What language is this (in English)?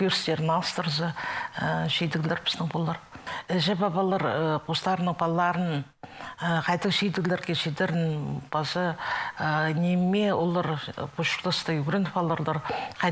Khakas